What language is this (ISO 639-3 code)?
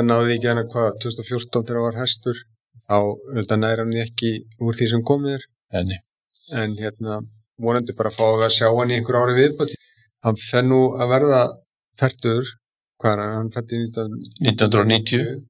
isl